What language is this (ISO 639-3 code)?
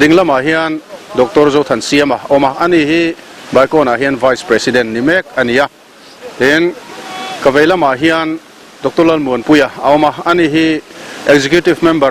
lus